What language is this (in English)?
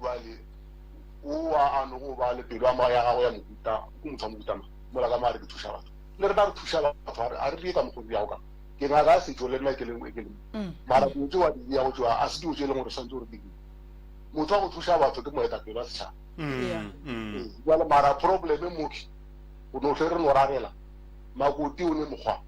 Northern Sotho